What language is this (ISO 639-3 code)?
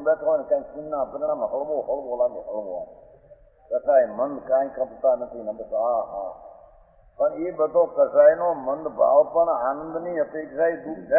guj